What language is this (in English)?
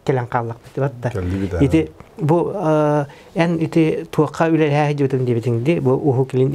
Yakut